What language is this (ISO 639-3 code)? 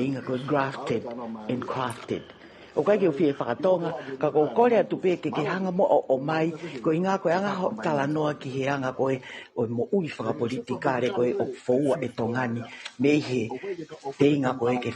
ton